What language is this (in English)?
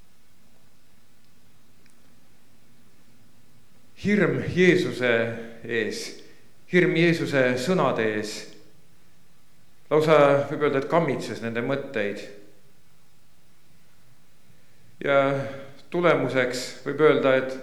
Estonian